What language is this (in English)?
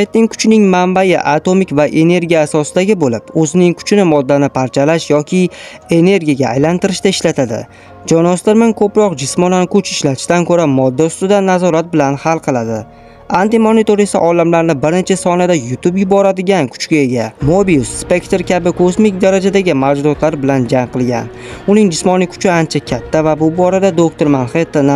Uzbek